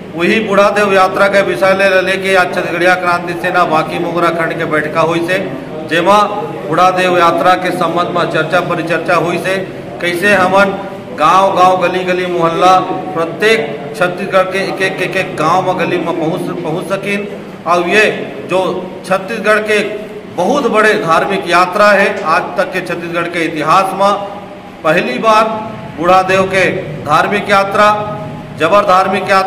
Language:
Chhattisgarhi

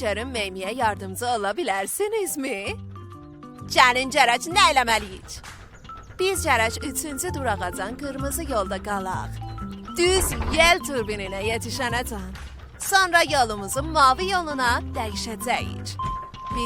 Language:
South Azerbaijani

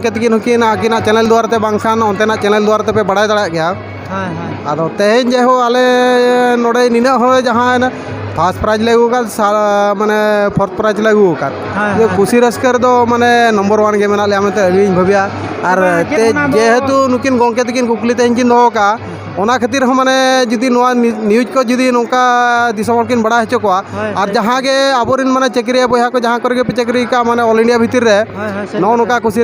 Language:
Santali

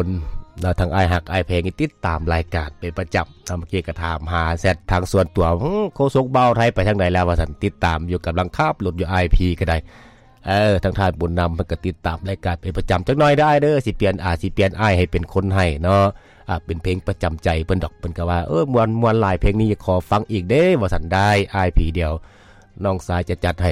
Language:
Lao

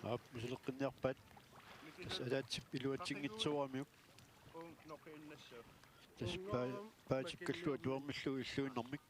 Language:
Kalaallisut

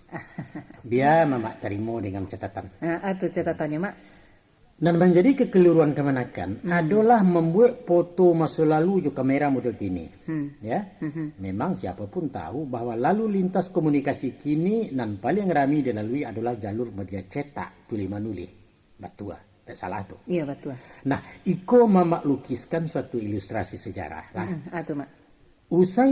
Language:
Minangkabau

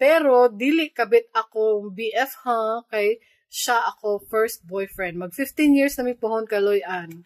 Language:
Cebuano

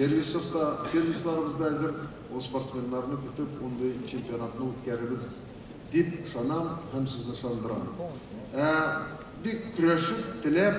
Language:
Tatar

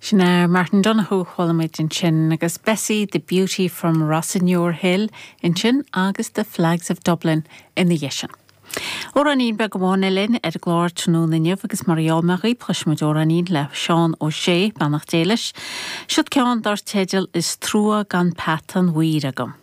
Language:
Irish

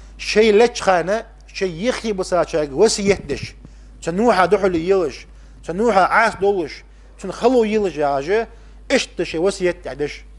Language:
Ingush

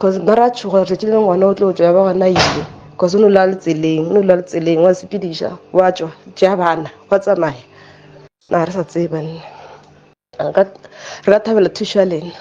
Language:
Northern Sotho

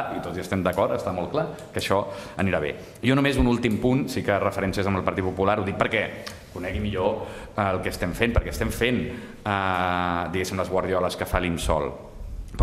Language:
Catalan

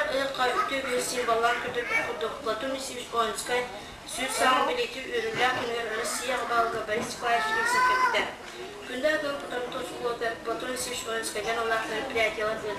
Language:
Yakut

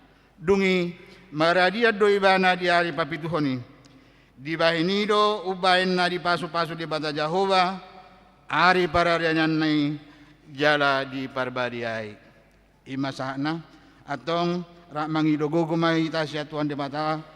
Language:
Batak Toba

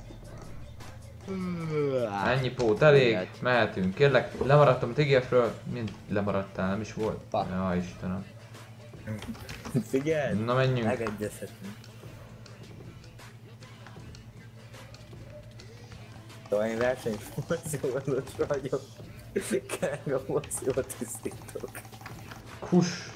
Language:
Hungarian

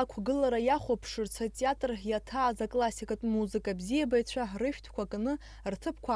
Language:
Abkhazian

